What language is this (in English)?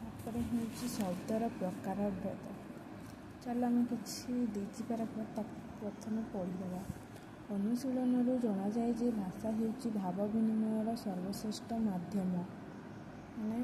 Odia